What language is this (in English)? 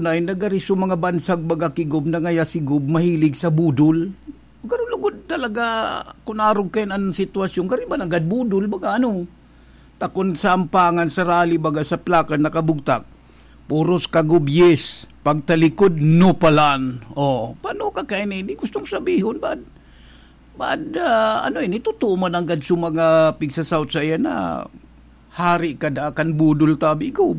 Bikol